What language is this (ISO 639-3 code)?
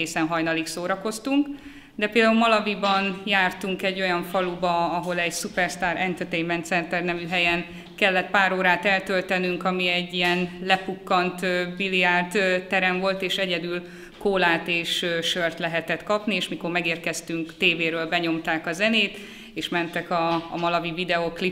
hun